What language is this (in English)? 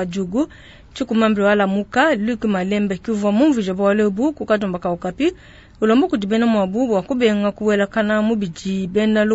Luba-Lulua